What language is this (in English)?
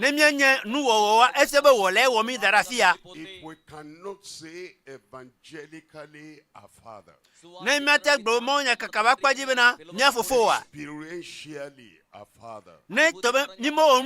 Ewe